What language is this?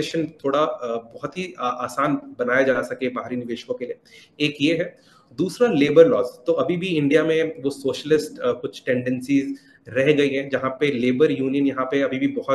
Hindi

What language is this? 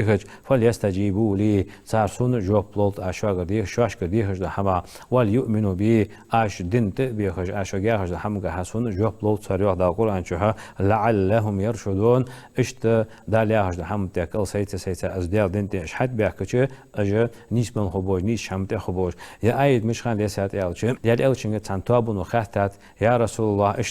Ingush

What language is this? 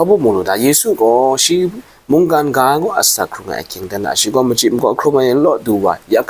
Kachin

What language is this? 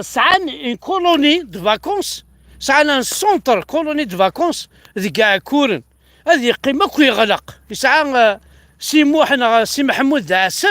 Kabyle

